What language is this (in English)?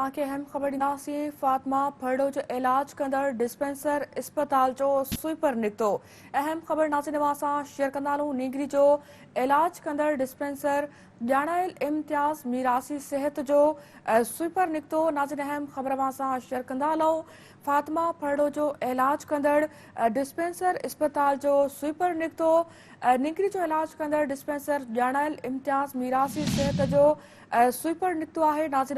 Sindhi